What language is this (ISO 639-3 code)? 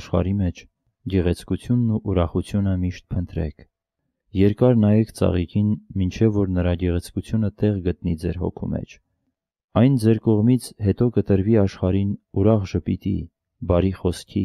hye